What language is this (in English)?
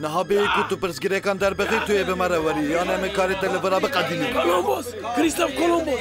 Kurdish